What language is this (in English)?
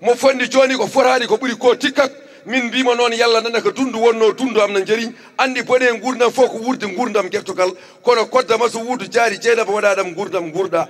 Fula